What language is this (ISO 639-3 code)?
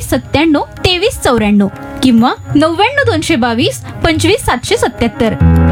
mar